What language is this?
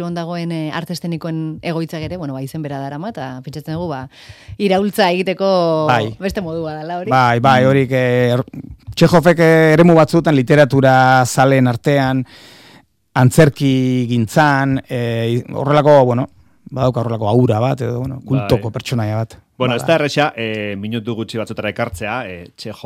Basque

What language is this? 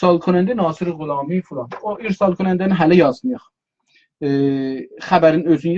South Azerbaijani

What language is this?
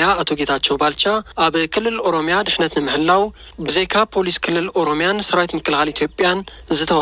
Tigrinya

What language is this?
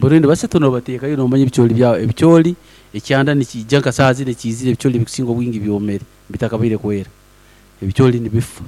Nyankole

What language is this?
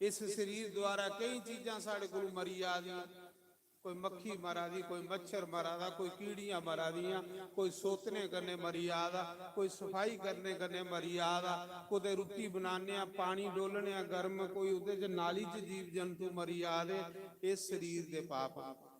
Dogri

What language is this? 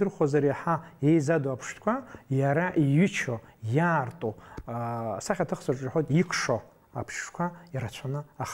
Abkhazian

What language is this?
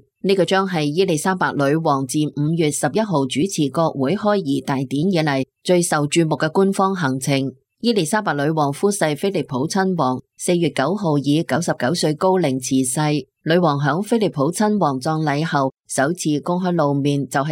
Cantonese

